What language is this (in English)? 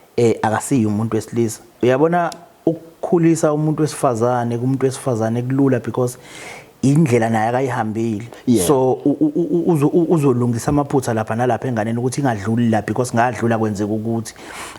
Zulu